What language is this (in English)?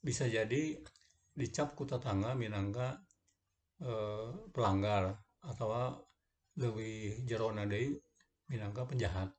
Sundanese